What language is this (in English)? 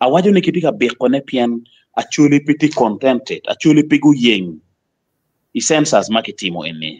Acoli